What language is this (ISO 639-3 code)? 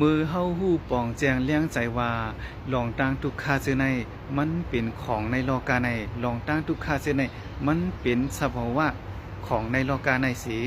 shn